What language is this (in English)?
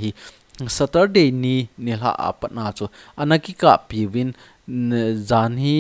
Thado Chin